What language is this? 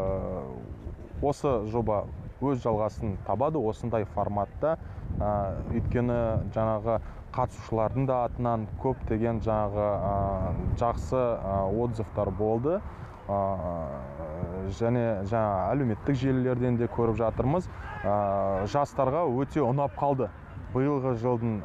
Kazakh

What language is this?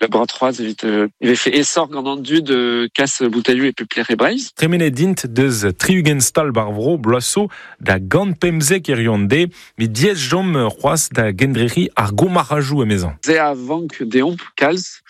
Breton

